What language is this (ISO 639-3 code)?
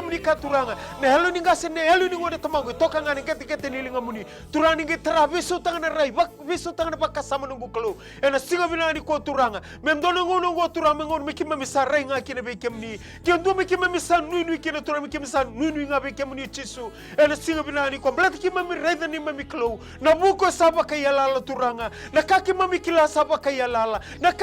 fij